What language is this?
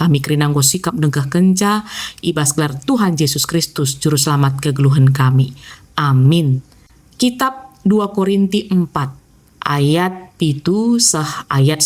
Batak Karo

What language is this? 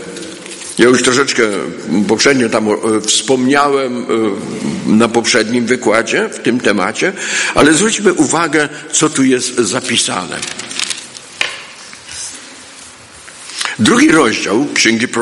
Polish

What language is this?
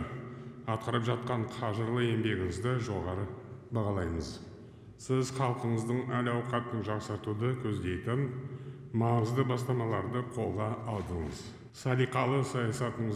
Kazakh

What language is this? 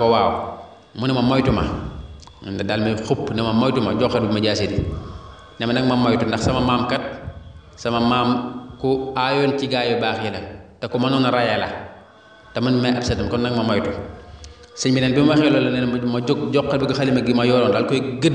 Wolof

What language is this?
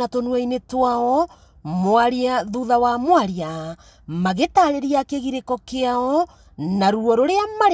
Kikuyu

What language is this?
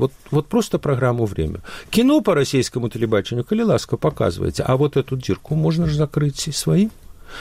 Belarusian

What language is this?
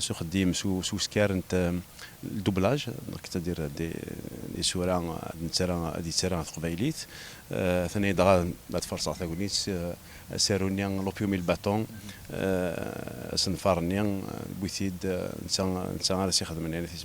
Kabyle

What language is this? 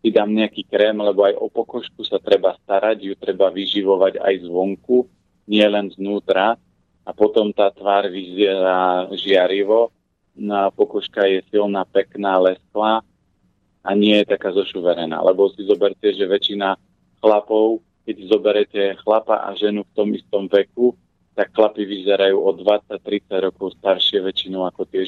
Slovak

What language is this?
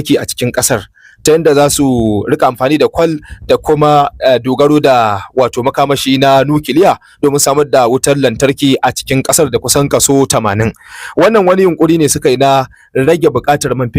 Hausa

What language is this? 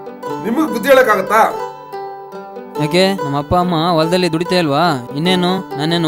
Kannada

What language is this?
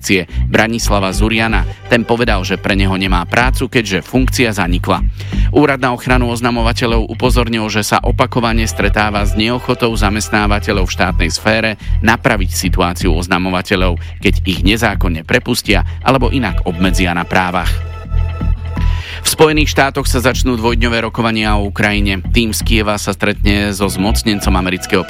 Slovak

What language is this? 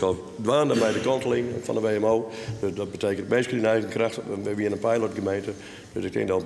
Western Frisian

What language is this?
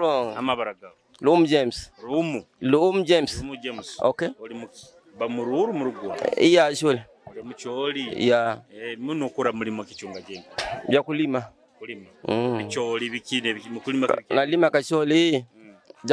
Nyoro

